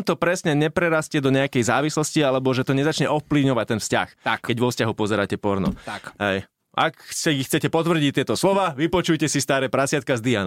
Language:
Slovak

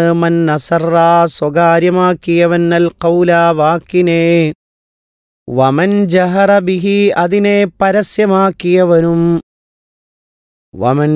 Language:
Malayalam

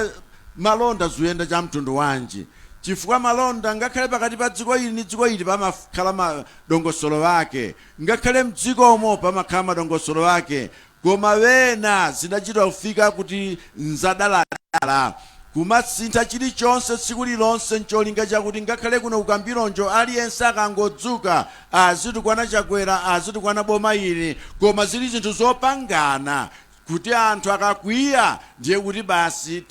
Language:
Nyanja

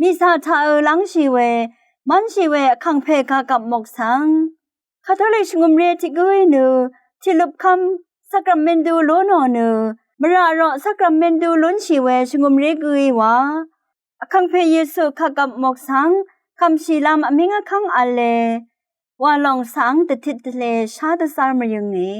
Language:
Rawang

